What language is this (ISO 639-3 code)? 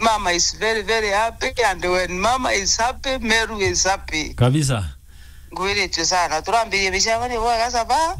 mer